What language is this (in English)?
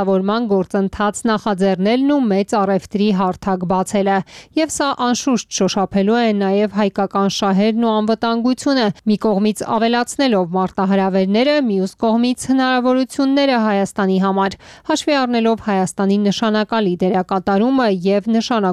Armenian